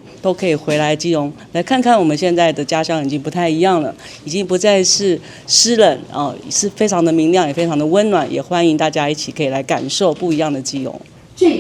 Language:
Min Nan Chinese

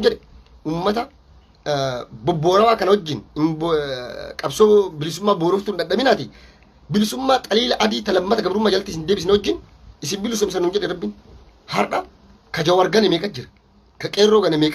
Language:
Oromo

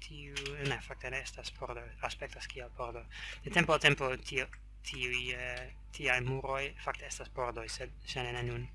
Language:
Esperanto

